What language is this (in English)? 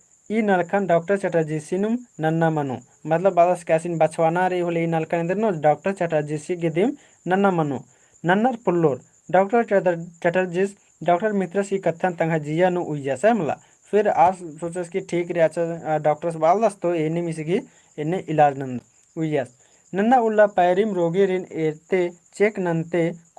Kurukh